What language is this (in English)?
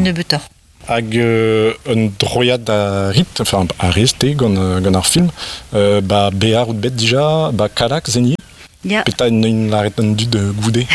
Breton